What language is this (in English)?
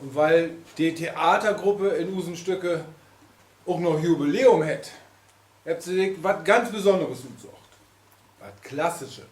Low German